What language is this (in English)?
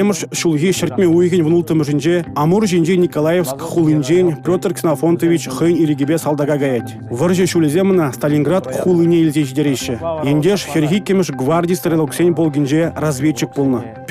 Chuvash